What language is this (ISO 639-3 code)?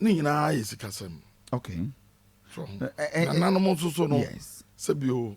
aka